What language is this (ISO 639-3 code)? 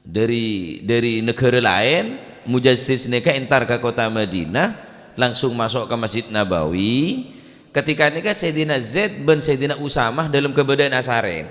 mad